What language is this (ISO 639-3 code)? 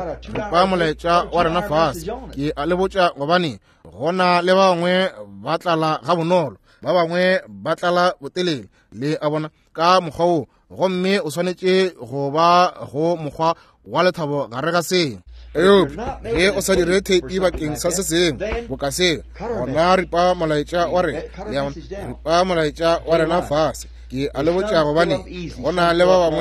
nso